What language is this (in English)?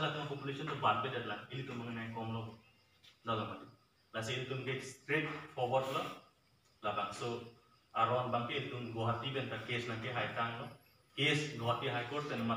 Karbi